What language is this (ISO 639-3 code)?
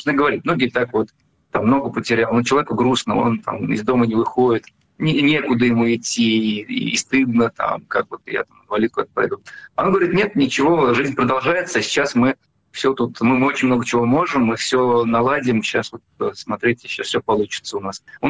rus